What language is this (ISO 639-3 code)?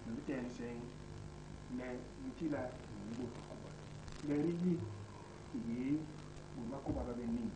bas